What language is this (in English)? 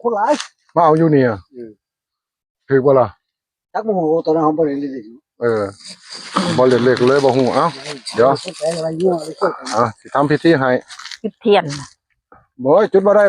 Northeastern Thai